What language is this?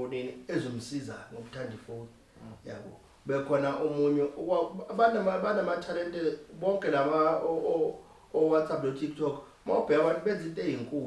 Zulu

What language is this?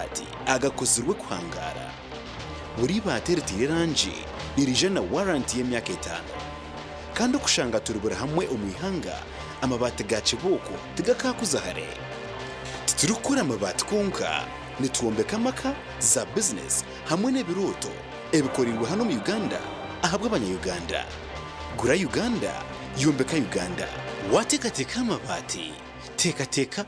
Nyankole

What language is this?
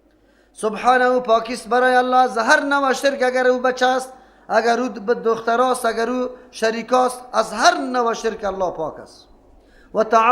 Persian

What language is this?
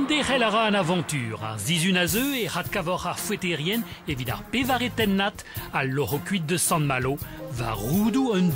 Breton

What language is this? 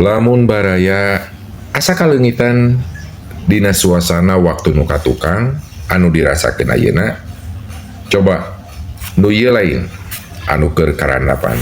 Sundanese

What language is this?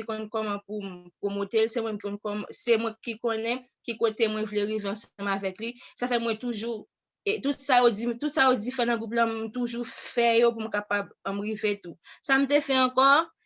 Haitian Creole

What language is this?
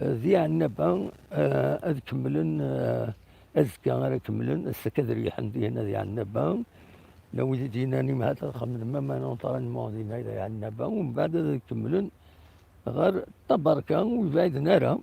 Kabyle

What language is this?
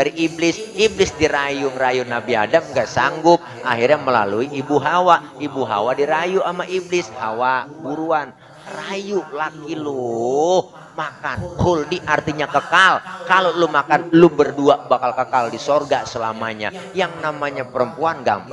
Betawi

